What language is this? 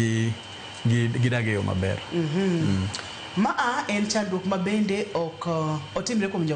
Luo (Kenya and Tanzania)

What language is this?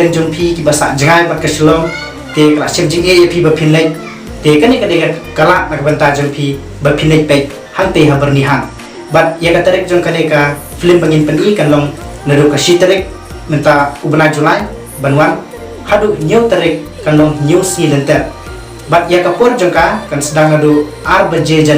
Khasi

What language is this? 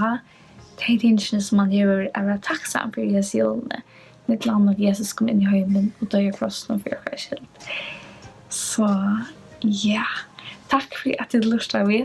Faroese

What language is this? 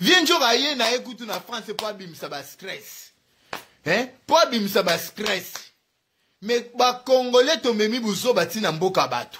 Lingala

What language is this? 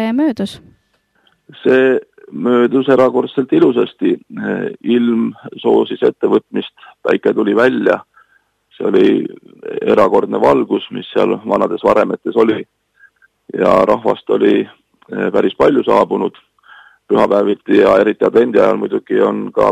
Estonian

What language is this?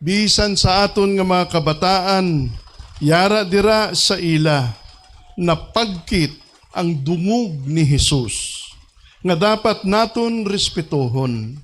Hiligaynon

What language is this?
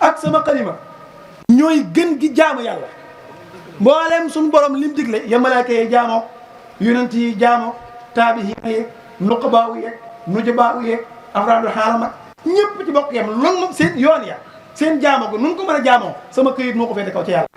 Wolof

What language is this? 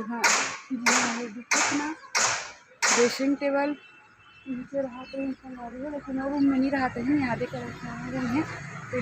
Chhattisgarhi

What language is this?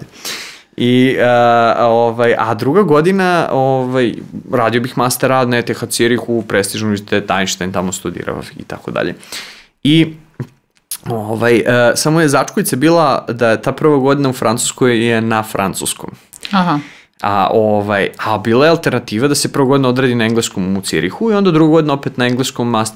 Serbian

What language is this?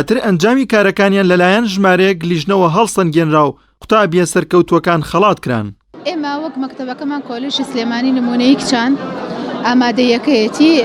Central Kurdish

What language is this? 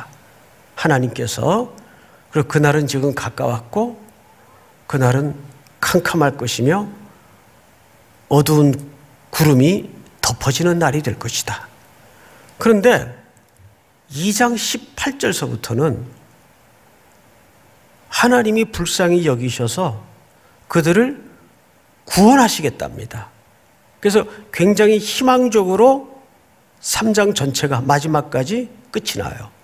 Korean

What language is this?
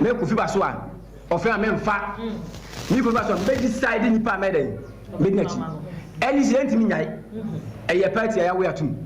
Akan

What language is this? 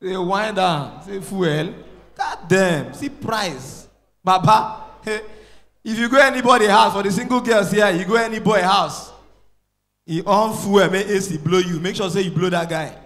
Nigerian Pidgin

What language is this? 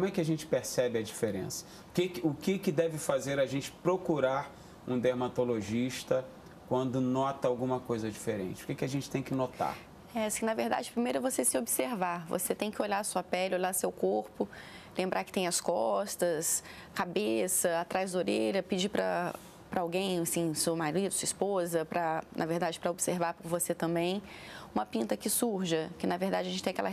Portuguese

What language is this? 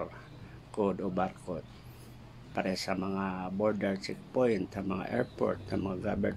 Waray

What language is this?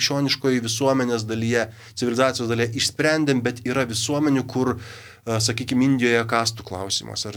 Lithuanian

